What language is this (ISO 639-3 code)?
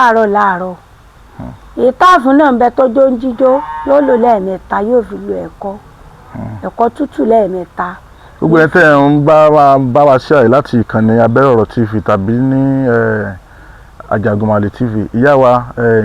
yor